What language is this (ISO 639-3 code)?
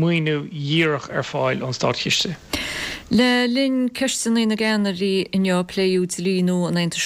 gle